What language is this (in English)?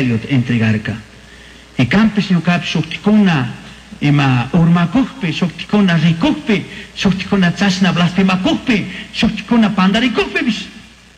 Chimborazo Highland Quichua